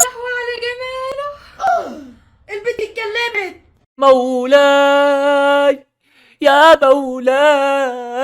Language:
Egyptian Arabic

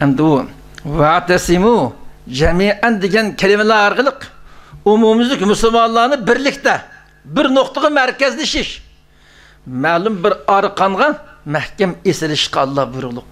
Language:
Uyghur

